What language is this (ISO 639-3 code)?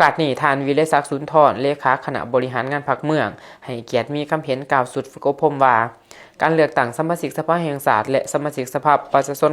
lao